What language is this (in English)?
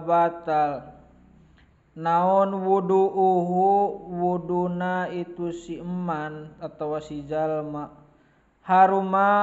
Sundanese